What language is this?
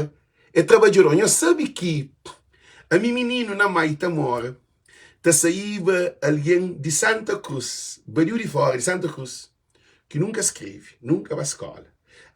Kabuverdianu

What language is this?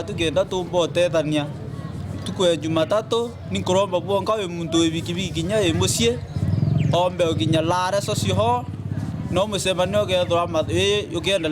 Meru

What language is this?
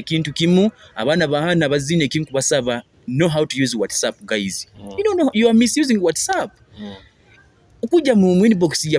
Nyoro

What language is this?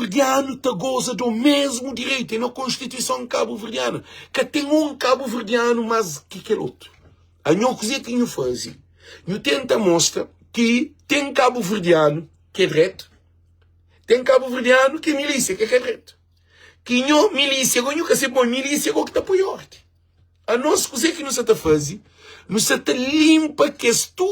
Kabuverdianu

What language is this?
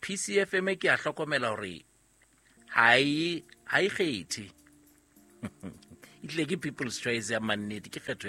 Southern Sotho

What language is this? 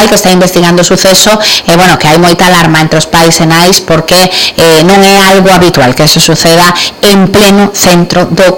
Galician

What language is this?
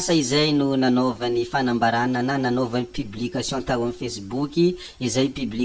Malagasy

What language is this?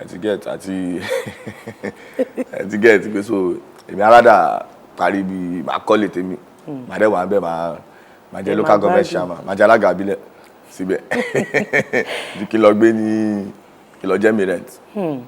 Yoruba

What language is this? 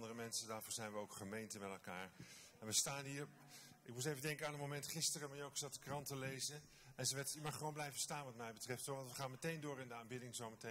Dutch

